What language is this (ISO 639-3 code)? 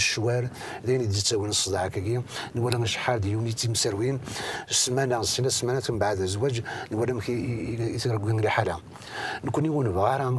kab